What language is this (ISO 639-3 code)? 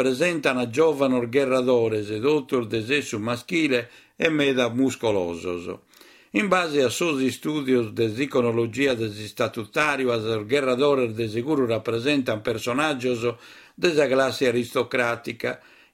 srd